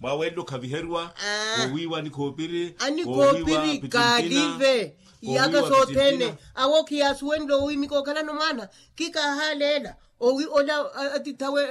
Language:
Makhuwa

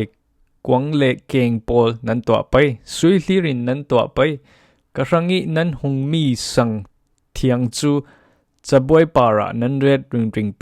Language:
Falam Chin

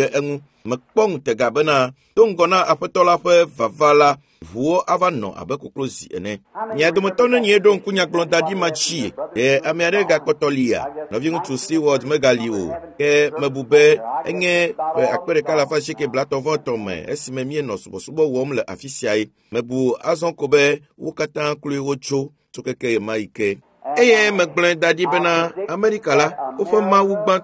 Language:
Ewe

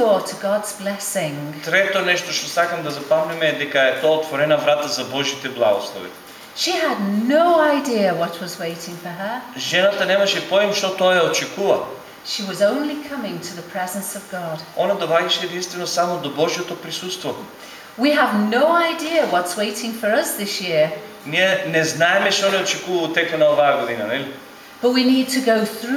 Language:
Macedonian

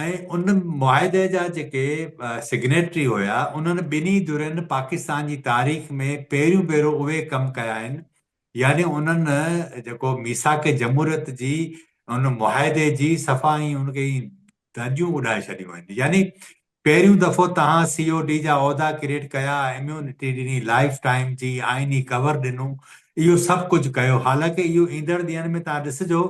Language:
Sindhi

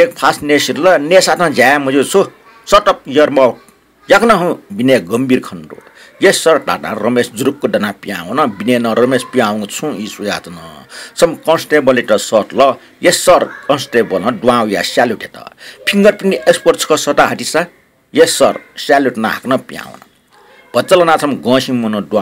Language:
Newari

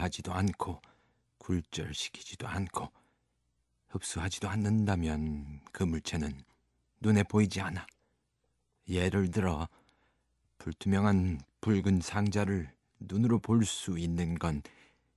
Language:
Korean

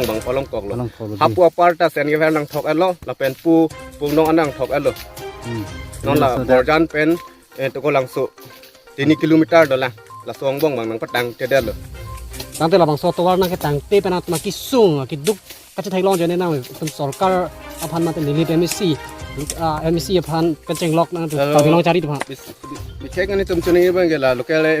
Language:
Karbi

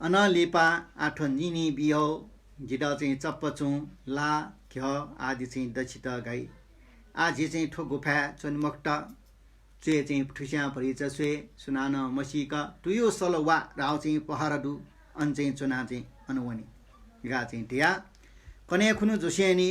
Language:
Newari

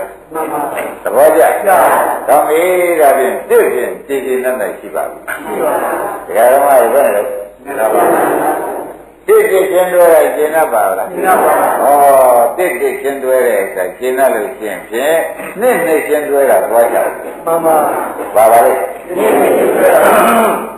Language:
Burmese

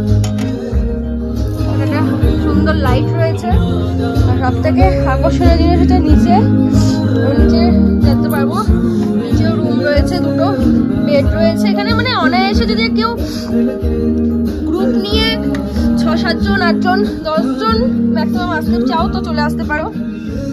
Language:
Bangla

